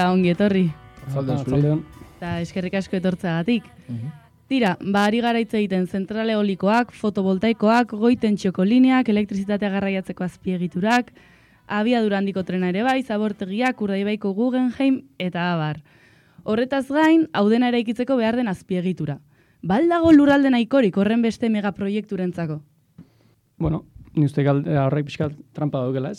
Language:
Basque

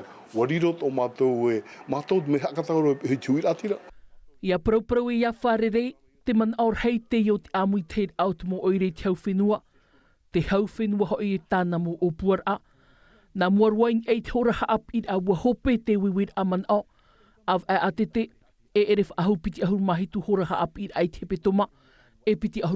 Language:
Tahitian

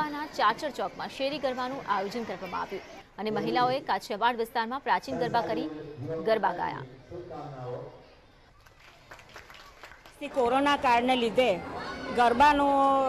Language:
Gujarati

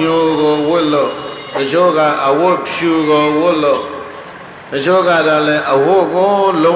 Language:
Burmese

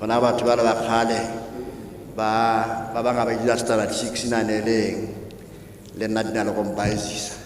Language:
Southern Sotho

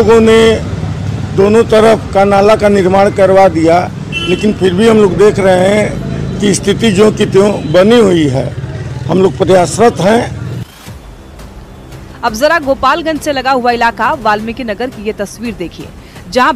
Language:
Hindi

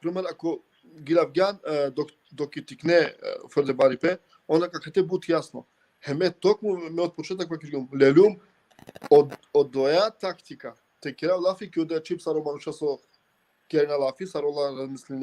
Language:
Balkan Romani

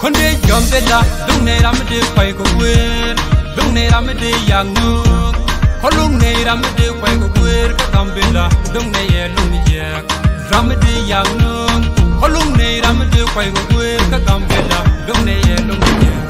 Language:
Nuer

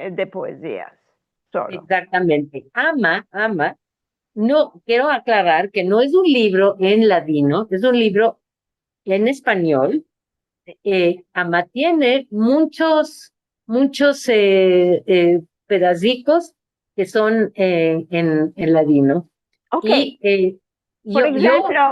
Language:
Ladino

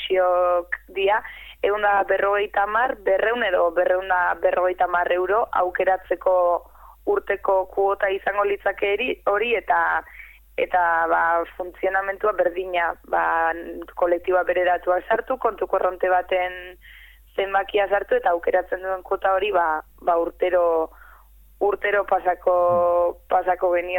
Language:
Basque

